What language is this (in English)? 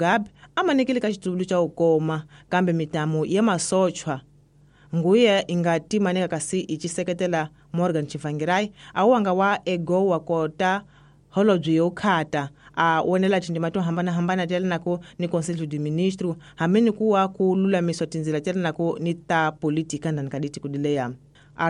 Tsonga